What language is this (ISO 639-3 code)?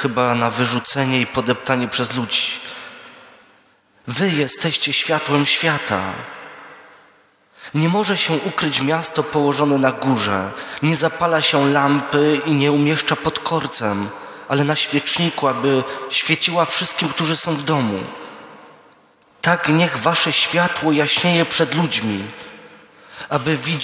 pol